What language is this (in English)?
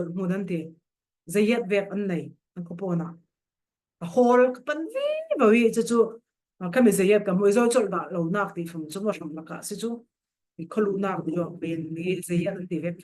Falam Chin